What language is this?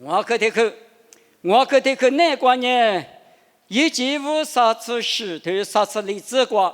Lisu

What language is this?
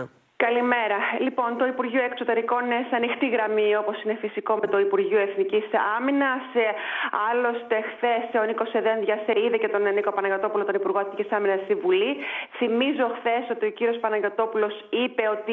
Greek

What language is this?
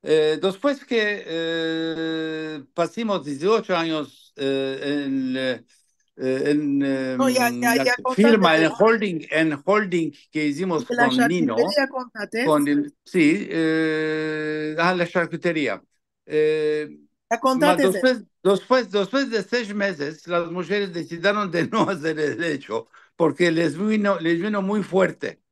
Ladino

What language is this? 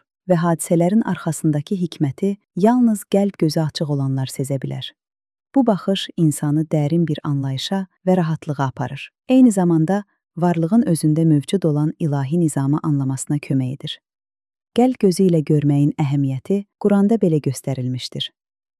Azerbaijani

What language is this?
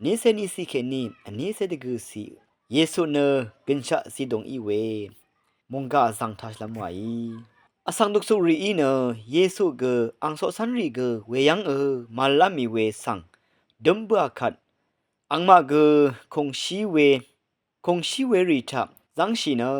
Rawang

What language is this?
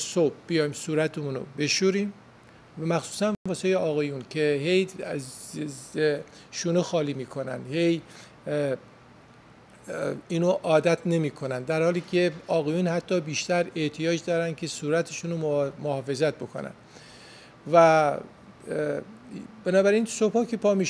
Persian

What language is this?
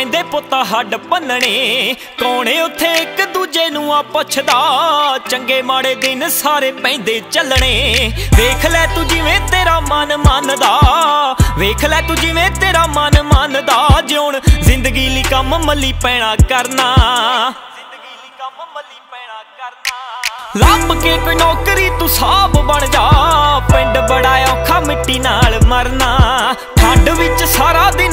Punjabi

